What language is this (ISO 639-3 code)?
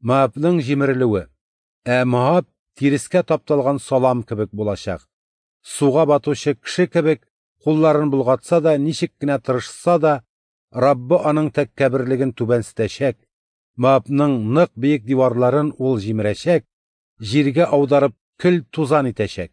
tat